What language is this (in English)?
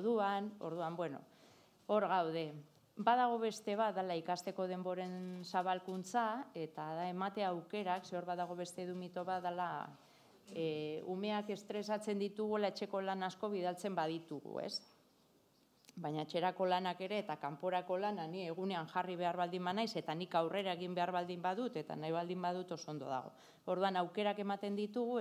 Basque